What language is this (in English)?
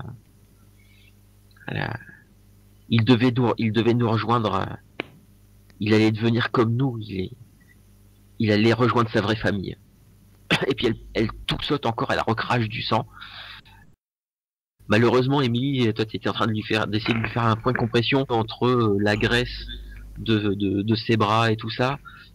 French